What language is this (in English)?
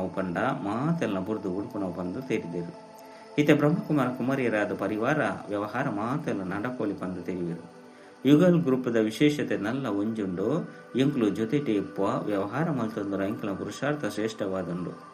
Tulu